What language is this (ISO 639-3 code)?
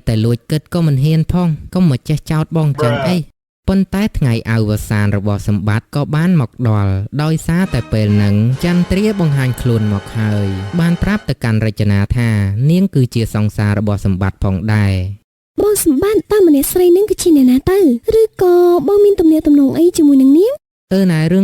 khm